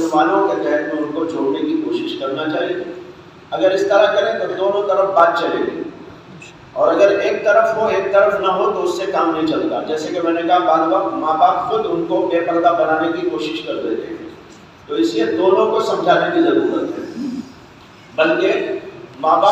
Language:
Urdu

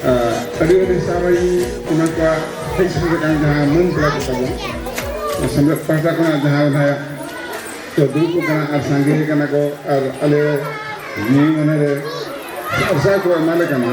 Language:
Santali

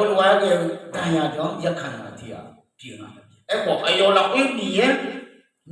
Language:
Akha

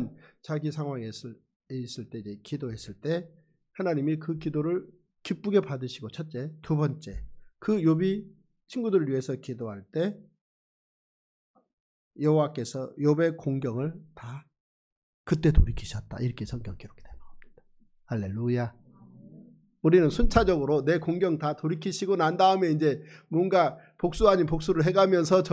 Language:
Korean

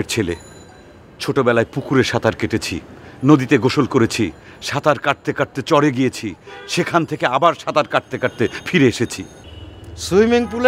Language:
Bangla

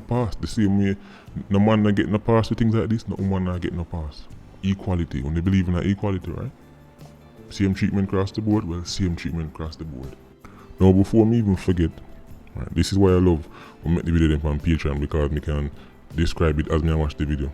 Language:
Jamaican Creole English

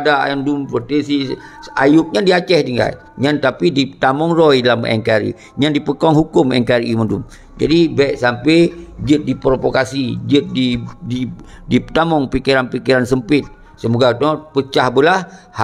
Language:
Achinese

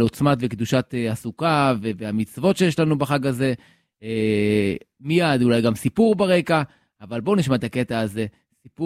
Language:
Hebrew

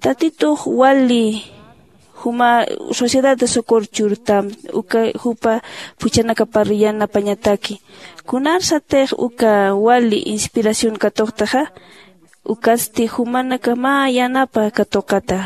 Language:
Aymara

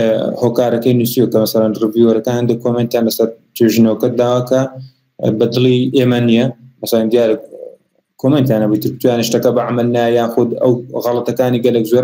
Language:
Central Kurdish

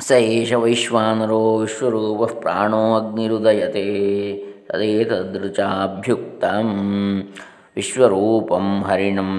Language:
Sanskrit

